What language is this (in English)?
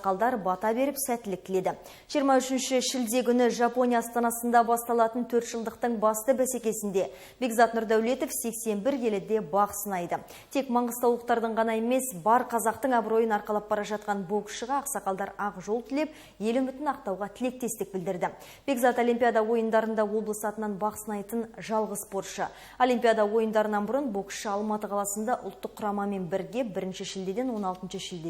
Kazakh